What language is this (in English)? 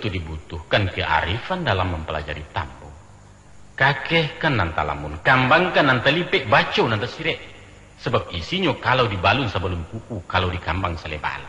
Minangkabau